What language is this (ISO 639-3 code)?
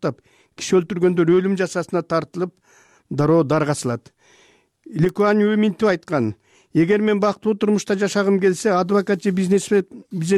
kir